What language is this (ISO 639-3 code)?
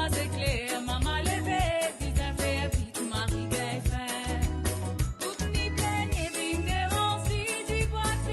mfe